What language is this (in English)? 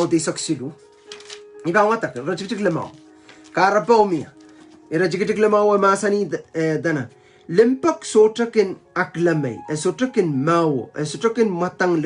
Pohnpeian